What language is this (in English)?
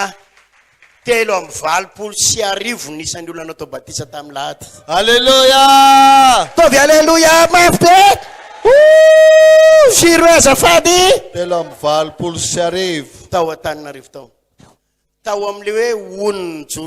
Malagasy